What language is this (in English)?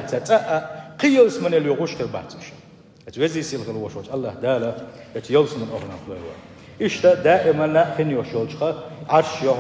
Chechen